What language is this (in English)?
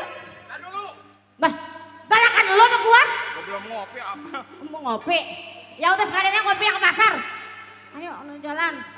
Betawi